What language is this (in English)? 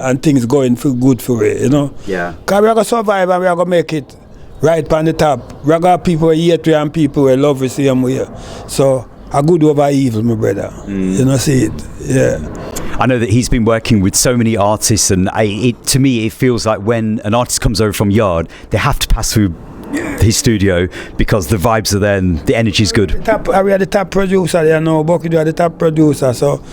Jamaican Creole English